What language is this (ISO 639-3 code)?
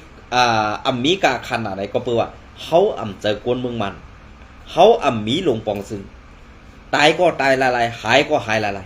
shn